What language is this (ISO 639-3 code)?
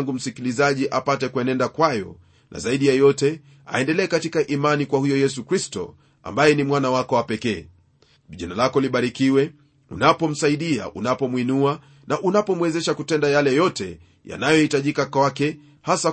swa